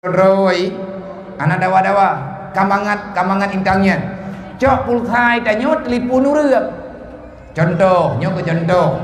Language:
Achinese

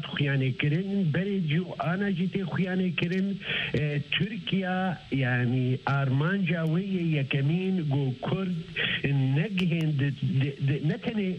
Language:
Kurdish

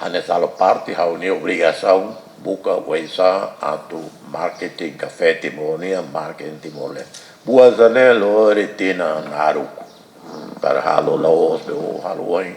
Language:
Tetum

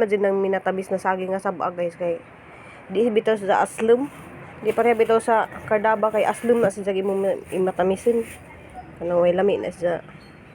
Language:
Cebuano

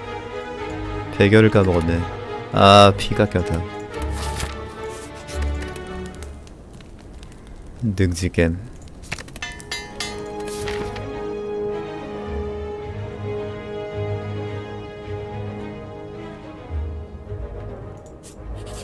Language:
Korean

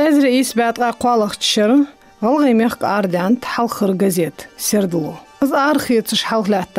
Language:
Ingush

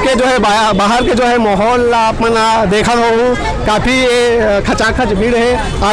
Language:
Chhattisgarhi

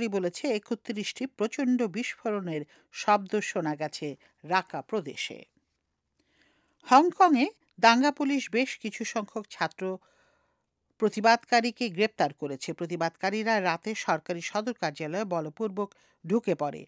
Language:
Bangla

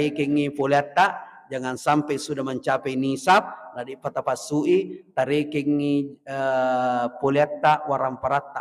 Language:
Buginese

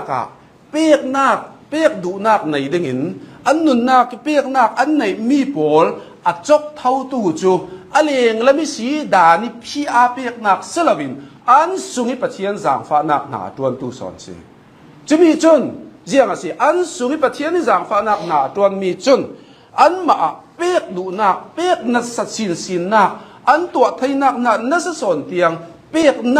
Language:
Hakha Chin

